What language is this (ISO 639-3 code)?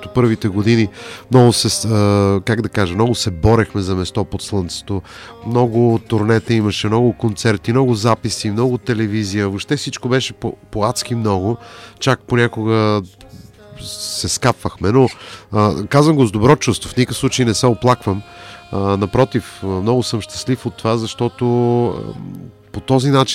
bul